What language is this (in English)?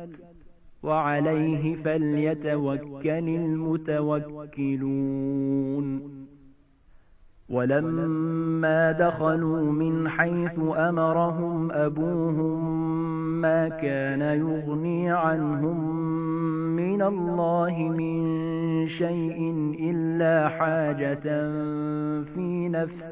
Arabic